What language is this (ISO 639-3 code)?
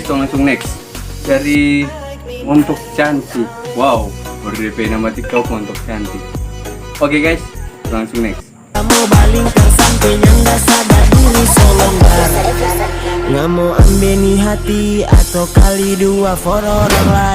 xmm